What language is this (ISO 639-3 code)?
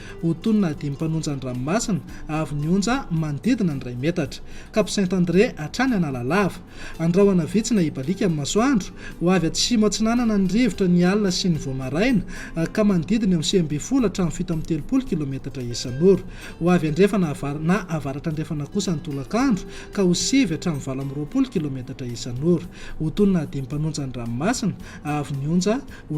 mlg